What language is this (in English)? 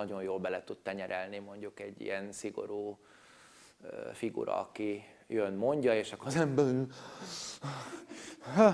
Hungarian